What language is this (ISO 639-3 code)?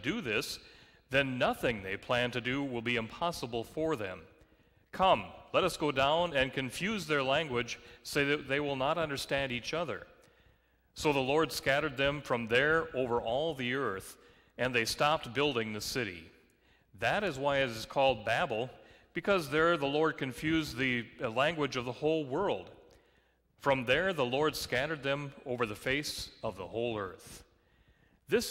eng